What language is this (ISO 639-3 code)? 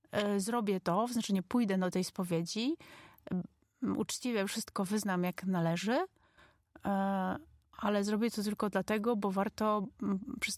pol